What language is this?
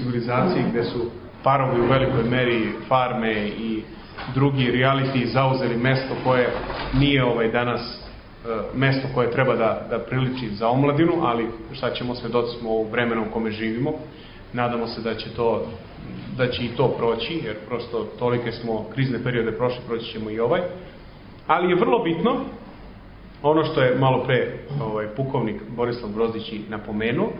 Serbian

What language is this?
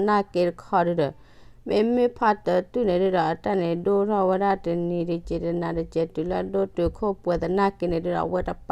S'gaw Karen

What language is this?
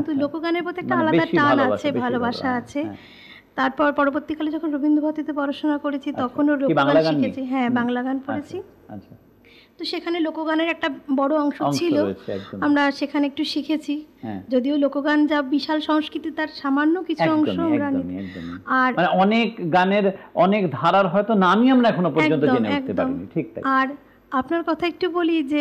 Bangla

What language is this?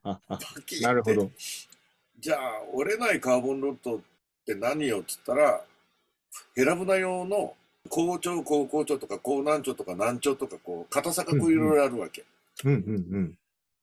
Japanese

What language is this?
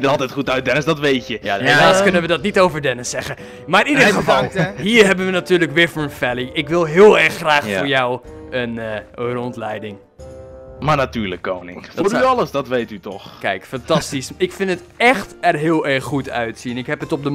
Dutch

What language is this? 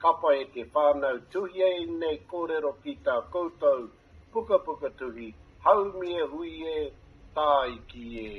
Māori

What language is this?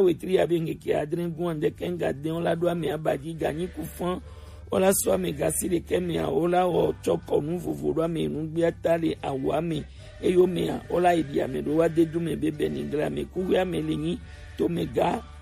Gen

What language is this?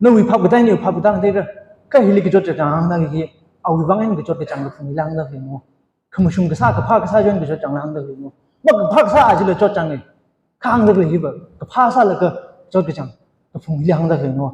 Tangkhul Naga (India)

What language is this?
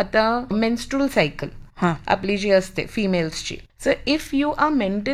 Marathi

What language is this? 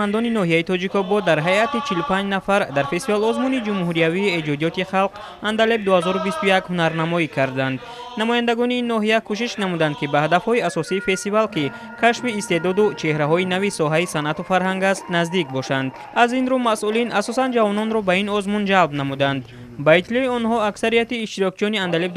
Tajik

